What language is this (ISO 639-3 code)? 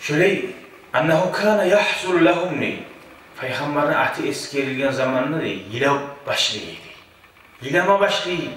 kum